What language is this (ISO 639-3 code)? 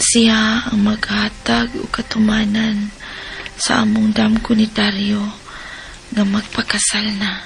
ceb